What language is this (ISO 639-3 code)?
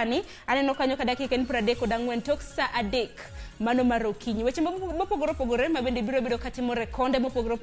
luo